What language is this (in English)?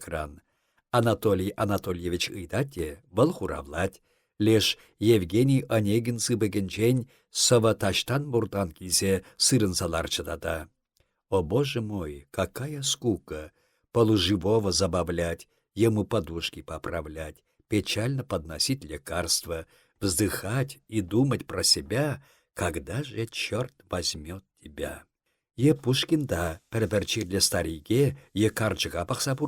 Chuvash